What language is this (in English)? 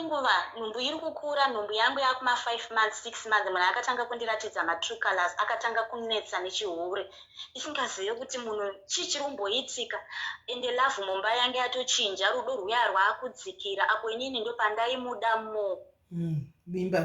Shona